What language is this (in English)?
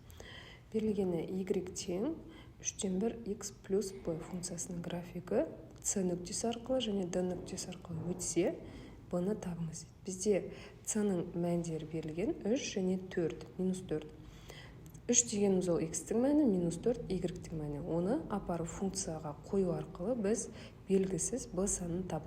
Kazakh